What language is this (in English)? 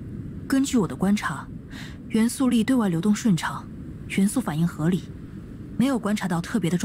Chinese